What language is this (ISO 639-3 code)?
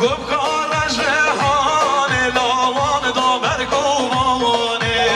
kur